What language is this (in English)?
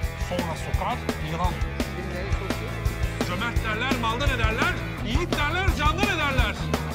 Turkish